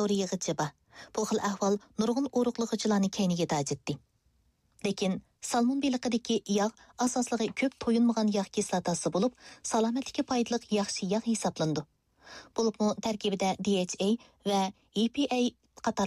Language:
Uyghur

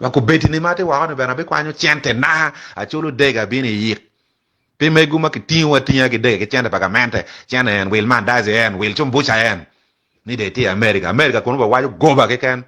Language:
Acoli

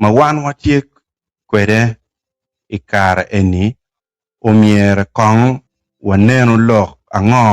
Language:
Acoli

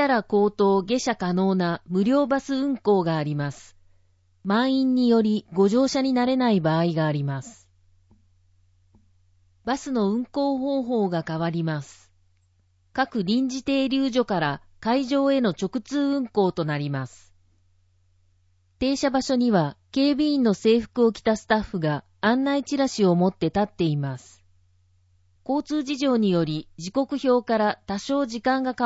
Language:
Japanese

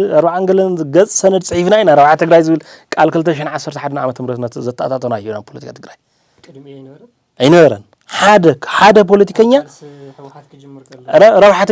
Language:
Tigrinya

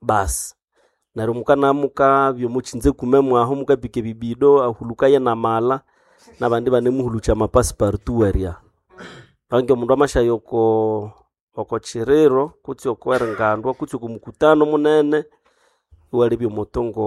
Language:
Nande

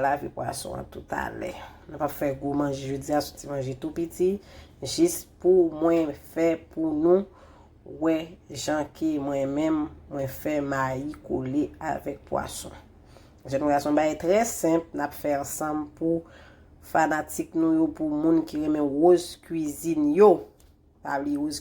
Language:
Haitian Creole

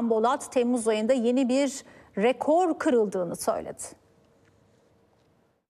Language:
Turkish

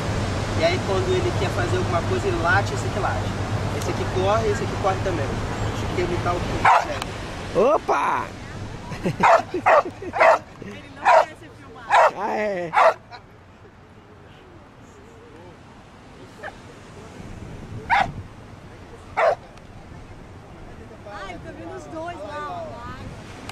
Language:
Portuguese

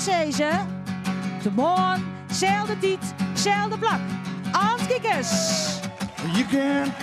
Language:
Western Frisian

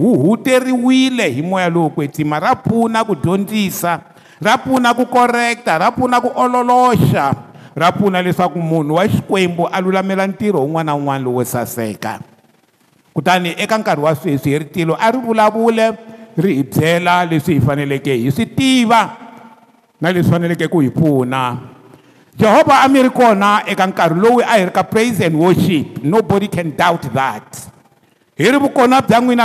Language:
Tsonga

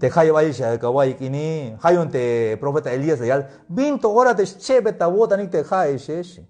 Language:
Tzeltal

